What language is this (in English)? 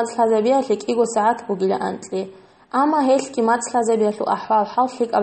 Avaric